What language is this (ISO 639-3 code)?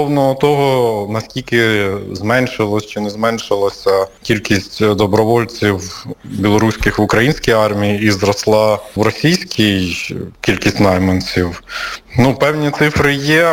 ukr